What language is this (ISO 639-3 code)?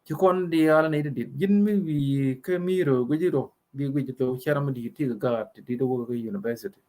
nus